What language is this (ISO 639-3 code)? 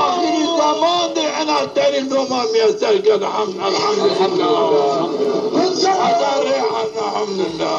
zza